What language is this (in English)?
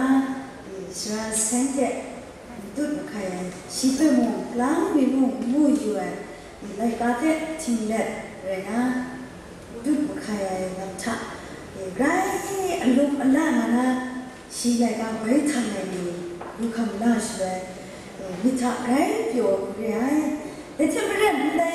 Kachin